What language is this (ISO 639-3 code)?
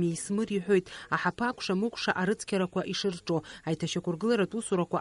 abk